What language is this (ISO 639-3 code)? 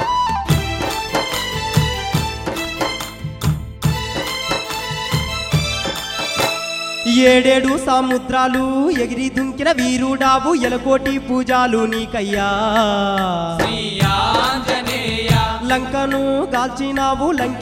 tel